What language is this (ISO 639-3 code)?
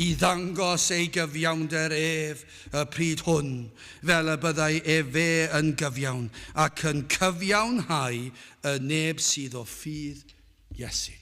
cym